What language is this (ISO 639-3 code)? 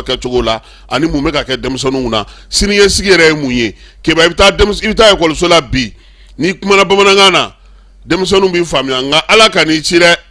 bam